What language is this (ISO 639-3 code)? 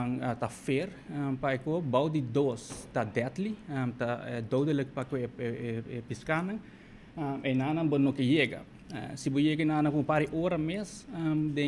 pap